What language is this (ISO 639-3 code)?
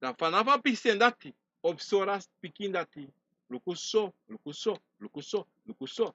srn